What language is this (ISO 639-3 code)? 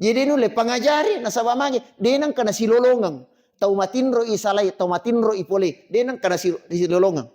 bug